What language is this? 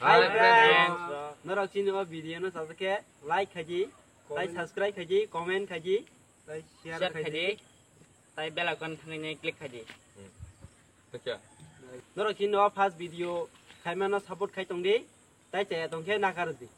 Kok Borok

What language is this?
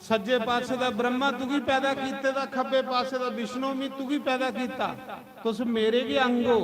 Dogri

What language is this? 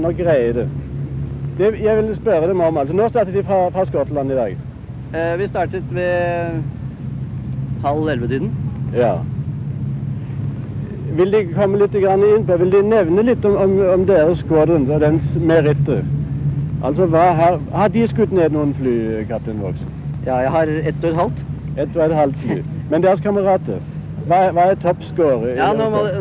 Norwegian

